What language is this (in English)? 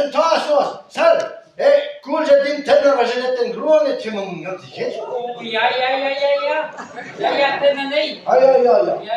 Breton